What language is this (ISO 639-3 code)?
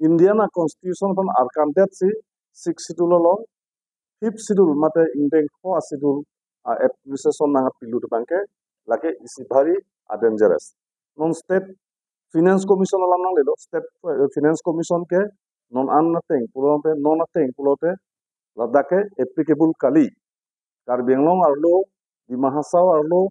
mjw